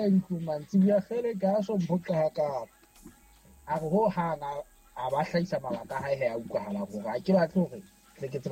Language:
Southern Sotho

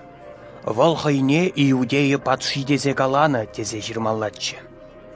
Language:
Chuvash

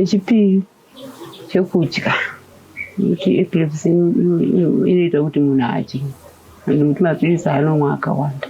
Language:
Shona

